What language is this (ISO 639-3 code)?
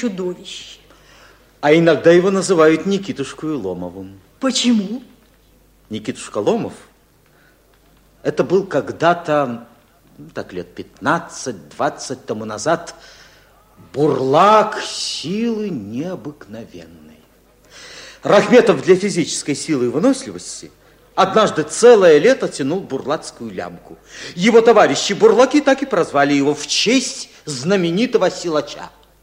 rus